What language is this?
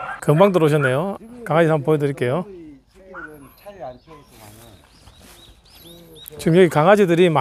Korean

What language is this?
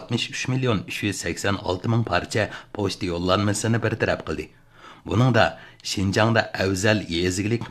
Uyghur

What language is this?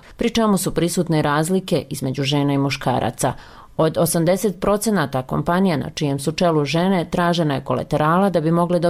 Croatian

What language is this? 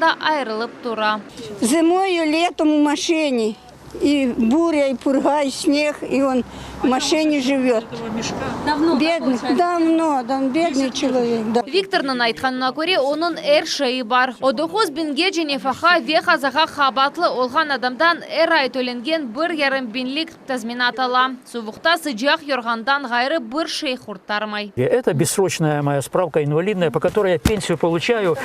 Crimean Tatar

